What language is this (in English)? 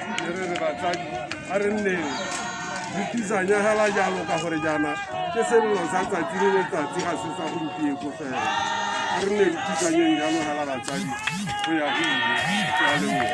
Tswana